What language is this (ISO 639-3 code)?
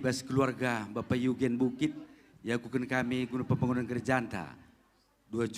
btx